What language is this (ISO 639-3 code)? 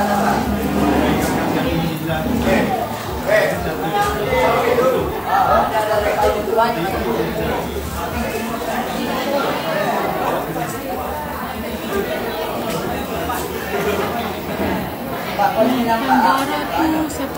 msa